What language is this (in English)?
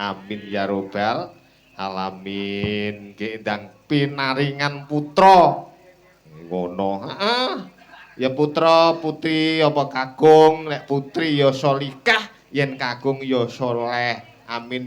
Javanese